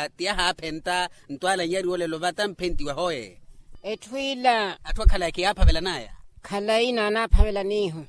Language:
Makhuwa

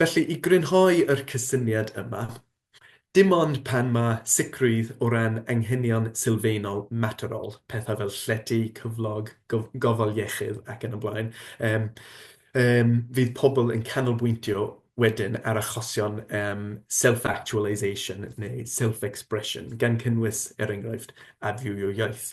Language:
Welsh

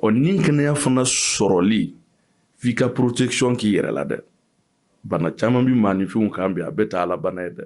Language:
Bambara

